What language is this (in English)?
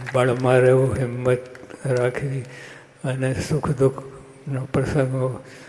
Gujarati